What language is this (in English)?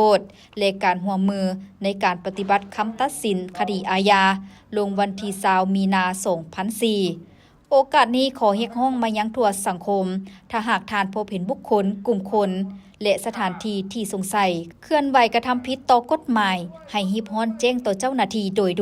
Lao